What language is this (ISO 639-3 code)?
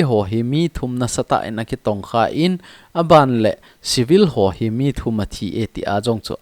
tcz